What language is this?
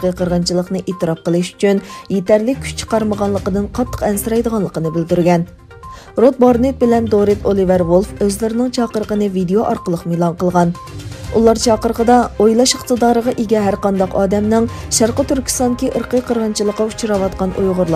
Uyghur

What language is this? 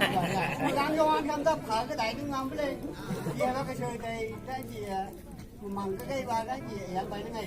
Phom Naga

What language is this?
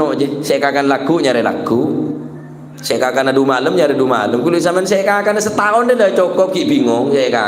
Madurese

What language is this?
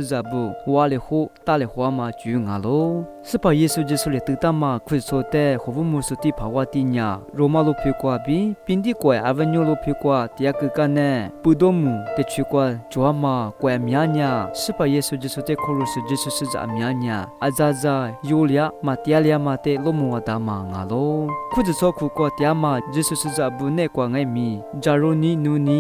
Lisu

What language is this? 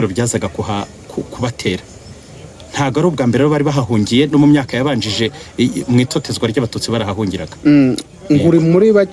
Kinyarwanda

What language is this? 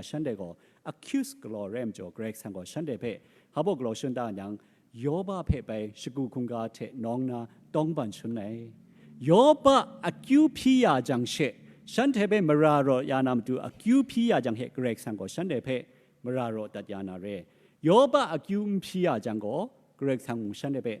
Kachin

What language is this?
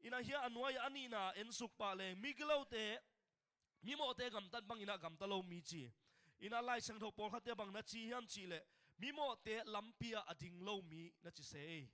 Tedim Chin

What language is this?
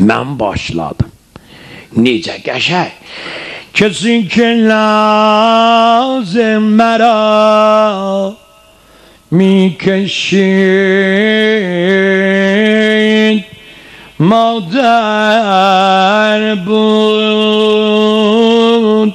South Azerbaijani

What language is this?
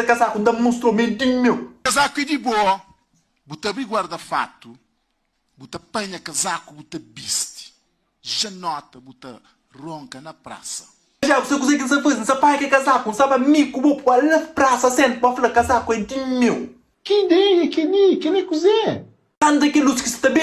Kabuverdianu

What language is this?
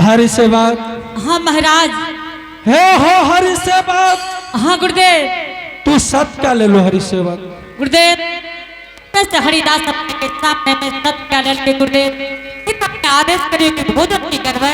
Angika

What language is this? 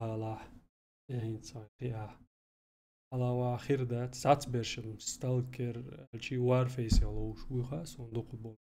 Chechen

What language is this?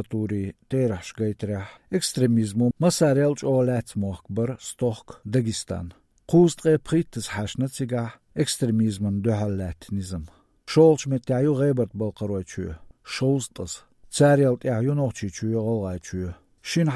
Chechen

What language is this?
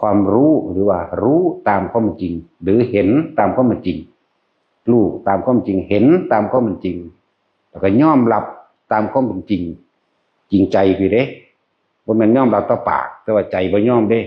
Northeastern Thai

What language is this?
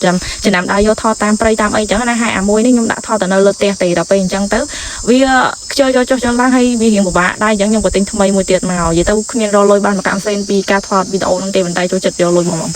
Khmer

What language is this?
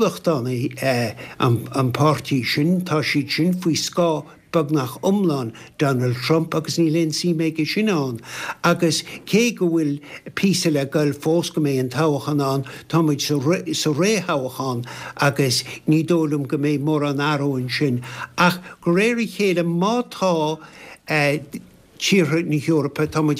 Irish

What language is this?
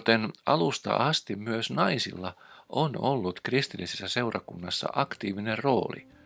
Finnish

